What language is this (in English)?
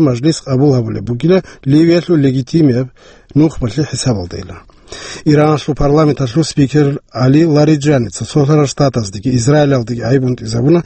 Avaric